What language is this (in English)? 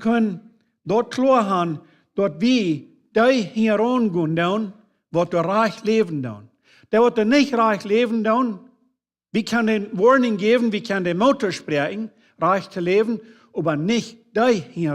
Plautdietsch